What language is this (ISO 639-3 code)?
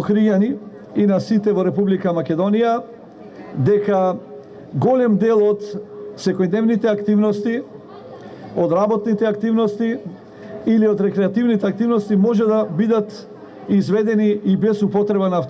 mkd